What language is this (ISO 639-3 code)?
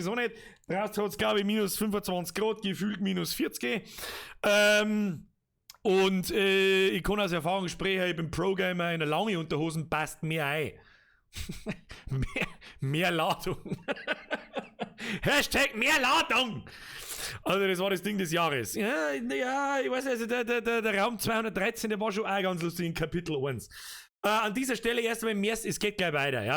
bar